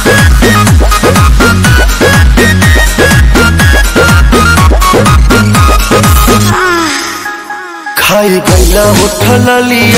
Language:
Bhojpuri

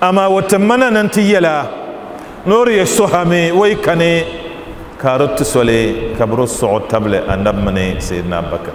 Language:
Dagbani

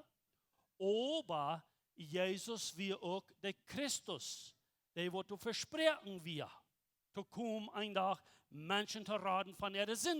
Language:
Plautdietsch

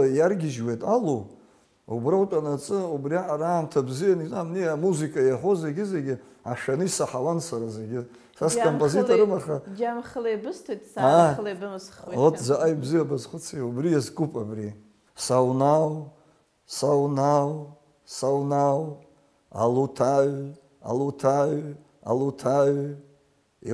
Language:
Abkhazian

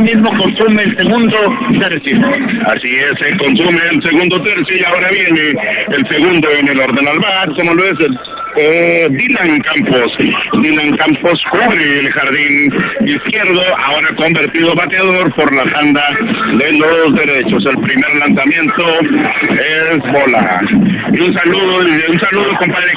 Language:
Spanish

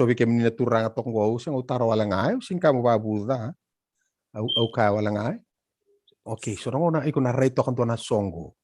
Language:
Fijian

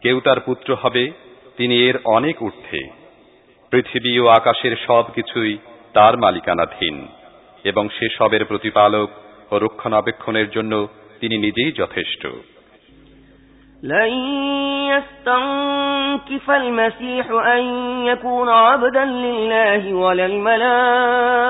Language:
Bangla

